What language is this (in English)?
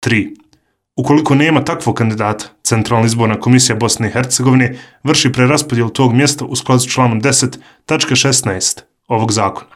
Serbian